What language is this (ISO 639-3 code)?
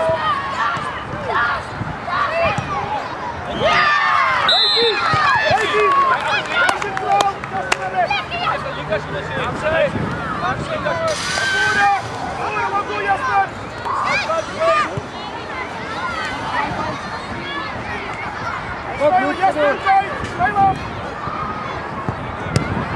nld